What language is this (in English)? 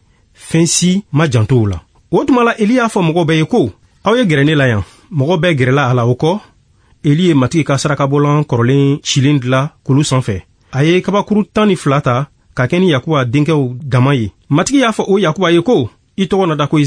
Bambara